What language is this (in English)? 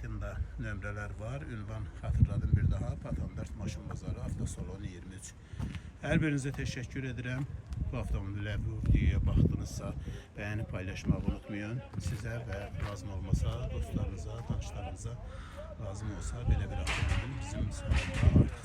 Azerbaijani